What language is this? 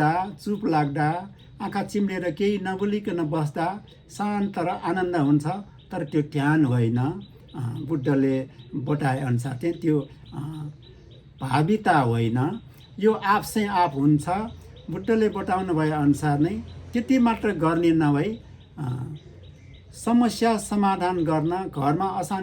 Nepali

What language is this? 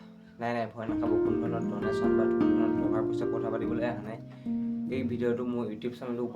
Assamese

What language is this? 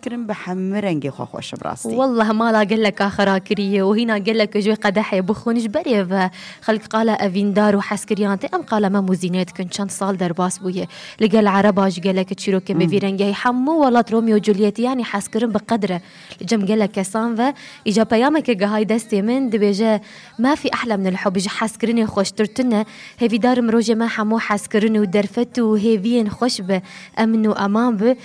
Kurdish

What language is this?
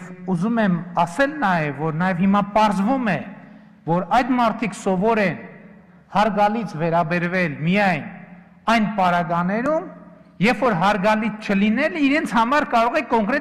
Armenian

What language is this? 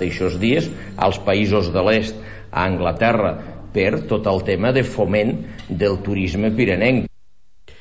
Catalan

